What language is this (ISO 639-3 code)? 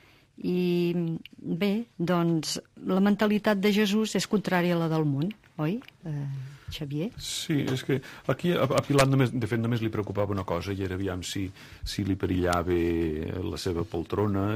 cat